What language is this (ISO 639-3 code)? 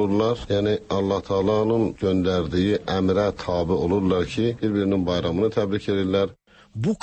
tat